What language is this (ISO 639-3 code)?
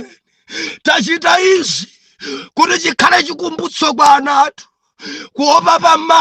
nya